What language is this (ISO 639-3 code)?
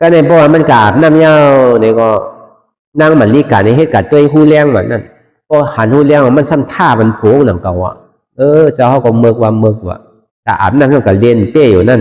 shn